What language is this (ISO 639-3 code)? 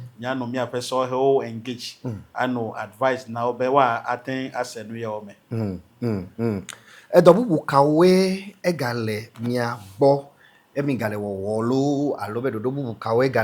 ewe